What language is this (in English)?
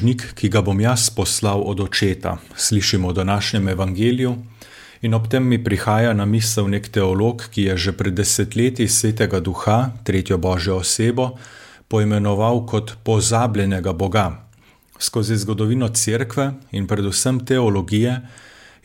Slovenian